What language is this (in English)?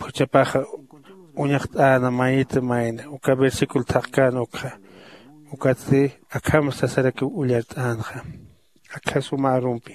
Aymara